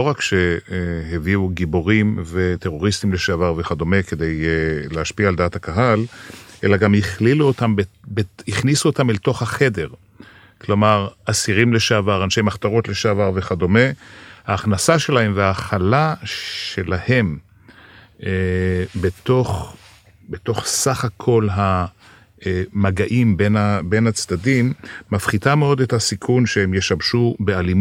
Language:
Hebrew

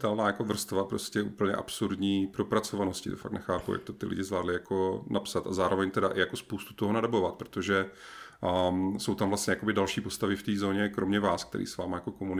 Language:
Czech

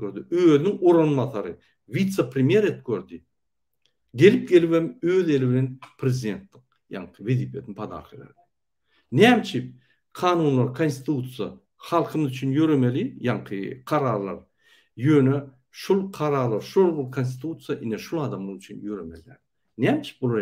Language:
Turkmen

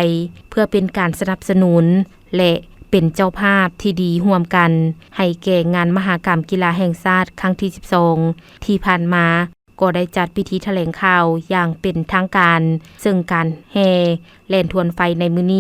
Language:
Lao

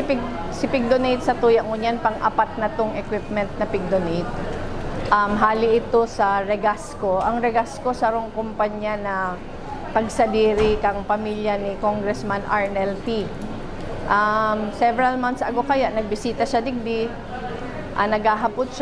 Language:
Bikol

